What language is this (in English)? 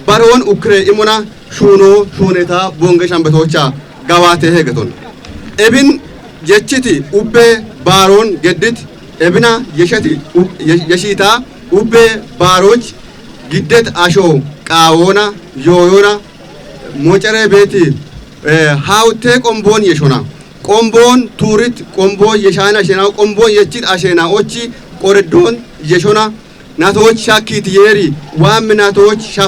Kafa